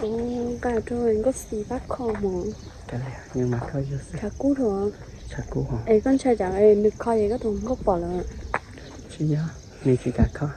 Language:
Hmong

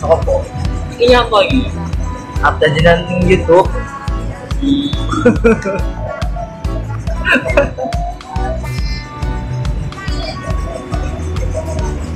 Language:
Indonesian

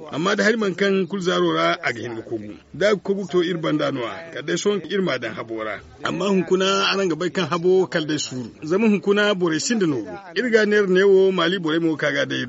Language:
Zarma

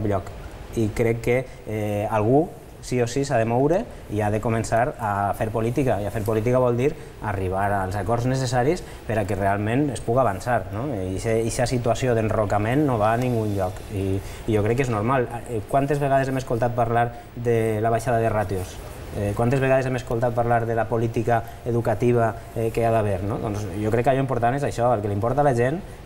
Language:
Catalan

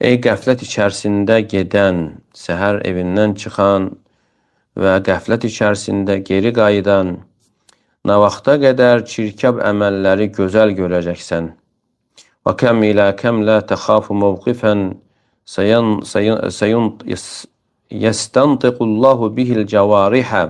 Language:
Azerbaijani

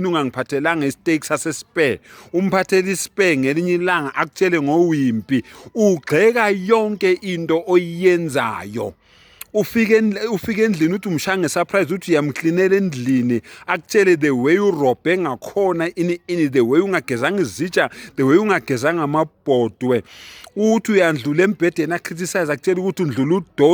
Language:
Zulu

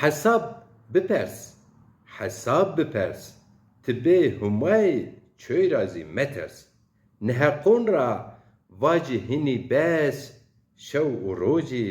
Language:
Zaza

